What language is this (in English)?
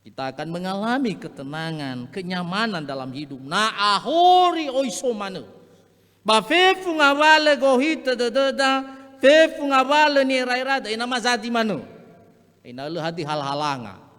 Nias